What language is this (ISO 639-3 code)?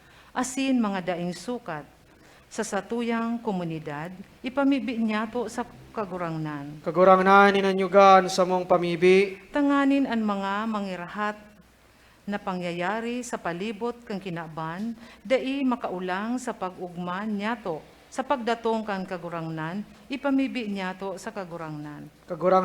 bik